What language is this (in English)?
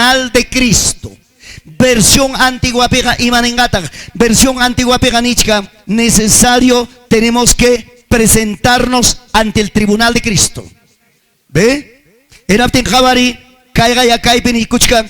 Ayacucho Quechua